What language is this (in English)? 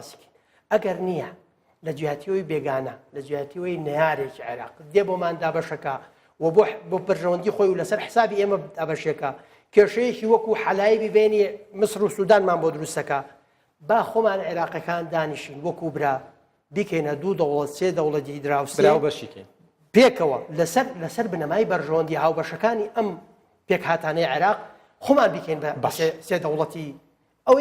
Central Kurdish